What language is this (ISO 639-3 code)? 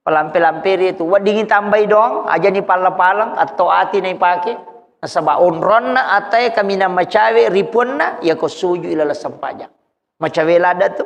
bug